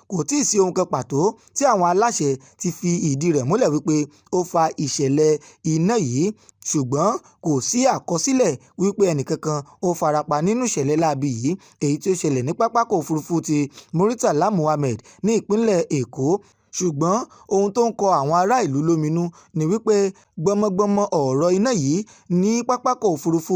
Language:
Yoruba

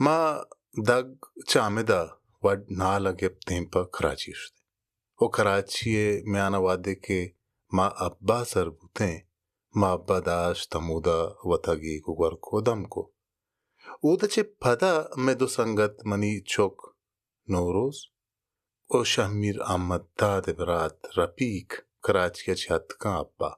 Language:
Baluchi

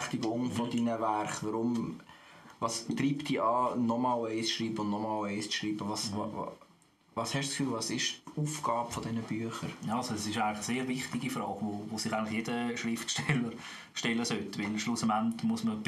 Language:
Swiss German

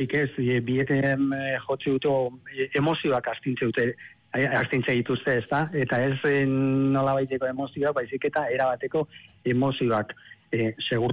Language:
Basque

